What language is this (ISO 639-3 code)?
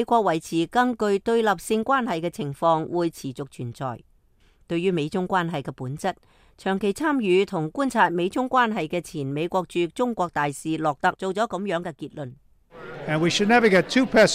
yue